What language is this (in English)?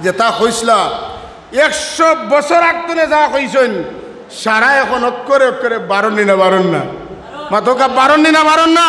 Sylheti